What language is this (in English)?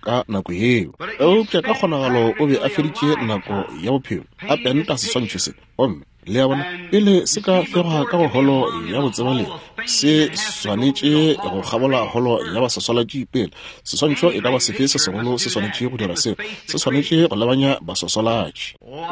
Northern Sotho